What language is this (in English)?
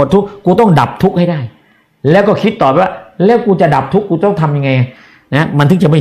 Thai